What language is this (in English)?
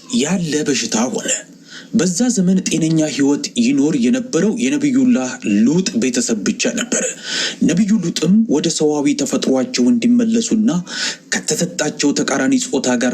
Amharic